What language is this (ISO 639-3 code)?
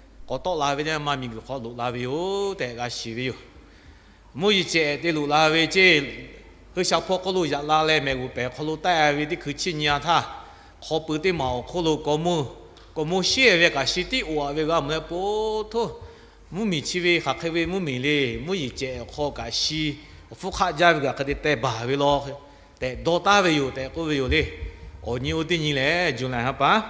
lhu